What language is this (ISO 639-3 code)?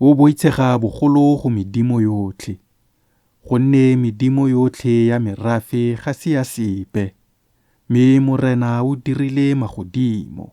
tsn